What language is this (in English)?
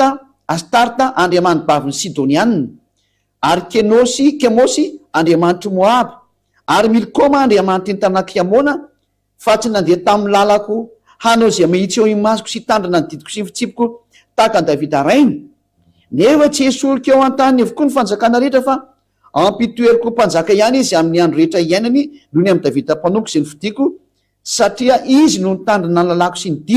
Malagasy